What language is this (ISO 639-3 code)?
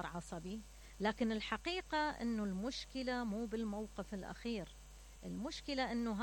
acm